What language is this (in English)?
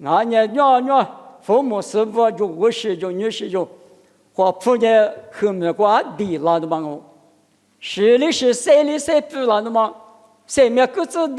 Lisu